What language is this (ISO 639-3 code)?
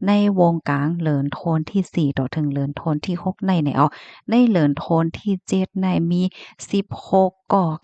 shn